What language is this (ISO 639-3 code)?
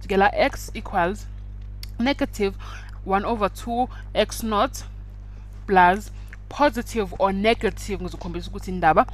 zul